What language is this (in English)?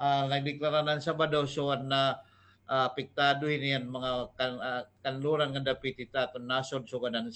Waray